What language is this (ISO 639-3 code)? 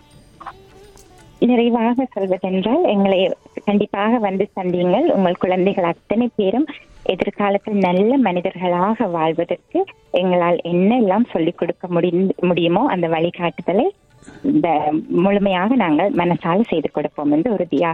tam